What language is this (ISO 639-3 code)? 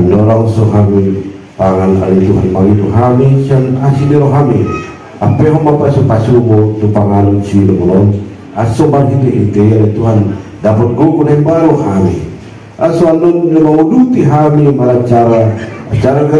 akb